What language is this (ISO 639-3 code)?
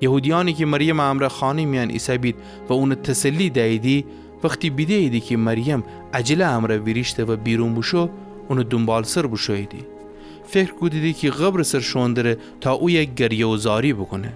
glk